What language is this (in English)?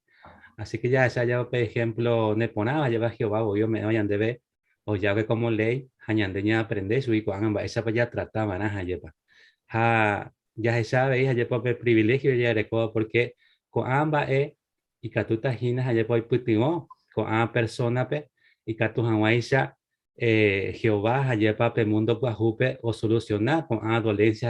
Guarani